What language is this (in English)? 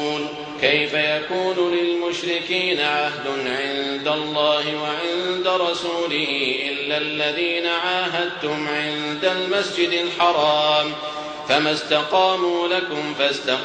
Arabic